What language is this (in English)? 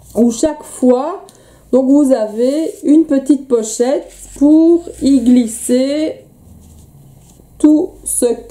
French